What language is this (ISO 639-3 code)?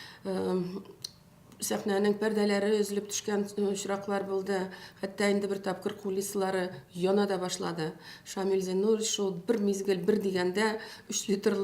tat